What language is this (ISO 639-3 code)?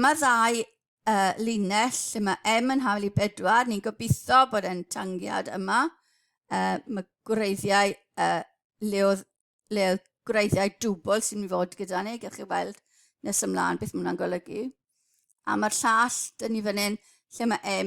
cym